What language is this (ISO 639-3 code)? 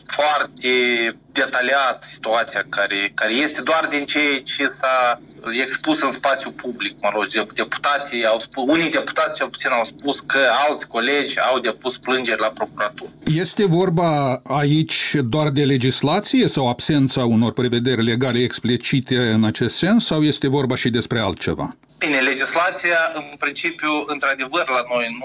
ron